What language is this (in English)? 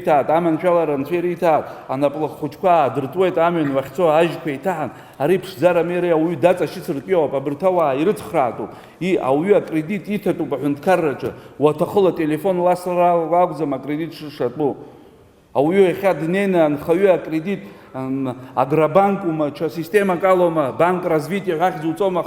Abkhazian